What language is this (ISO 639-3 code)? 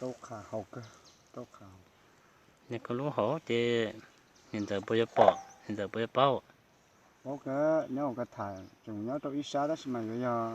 hmn